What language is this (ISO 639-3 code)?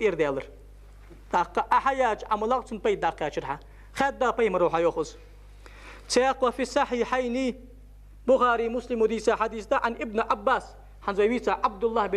inh